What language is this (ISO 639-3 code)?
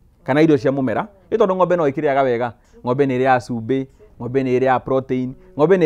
kik